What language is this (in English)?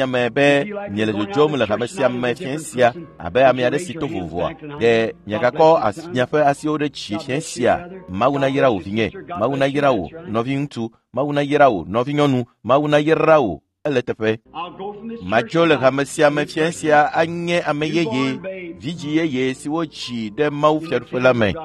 Ewe